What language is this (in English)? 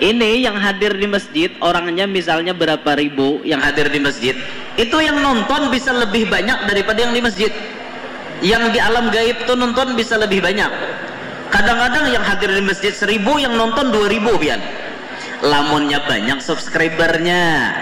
Banjar